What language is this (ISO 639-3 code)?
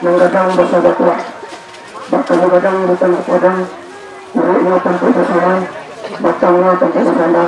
min